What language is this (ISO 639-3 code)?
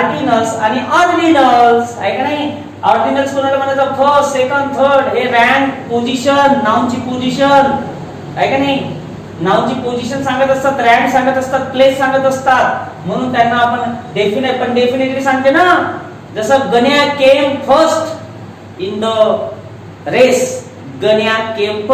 mar